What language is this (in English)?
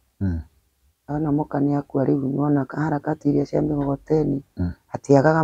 Kikuyu